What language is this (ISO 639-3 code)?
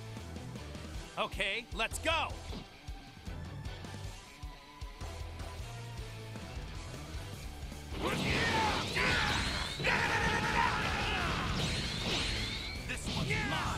eng